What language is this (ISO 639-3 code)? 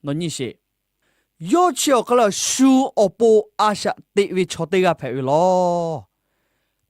lhu